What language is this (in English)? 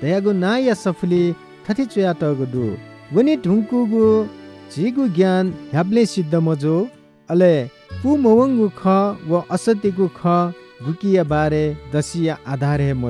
Newari